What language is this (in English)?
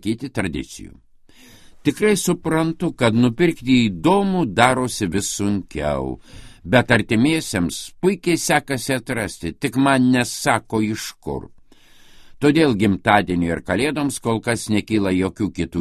Lithuanian